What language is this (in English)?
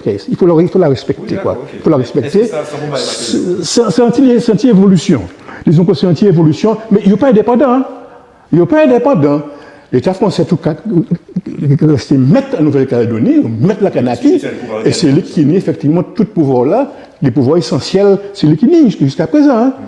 Guadeloupean Creole French